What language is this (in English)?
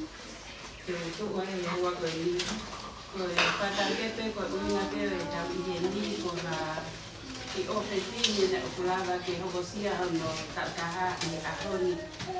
Tongan